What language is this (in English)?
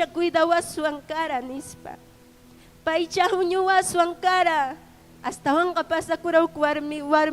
Ayacucho Quechua